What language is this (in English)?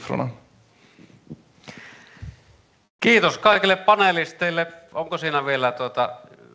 Finnish